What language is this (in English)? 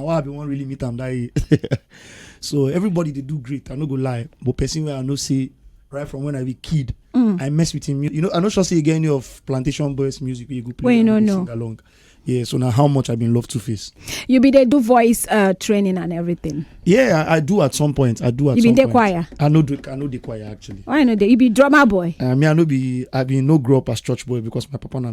Nigerian Pidgin